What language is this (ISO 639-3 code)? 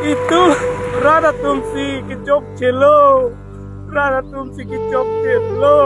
mjw